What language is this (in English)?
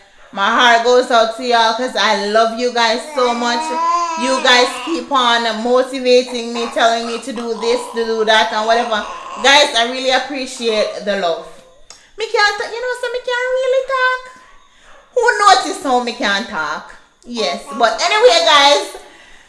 Jamaican Creole English